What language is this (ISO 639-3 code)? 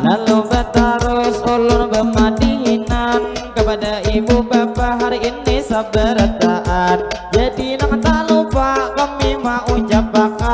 bjn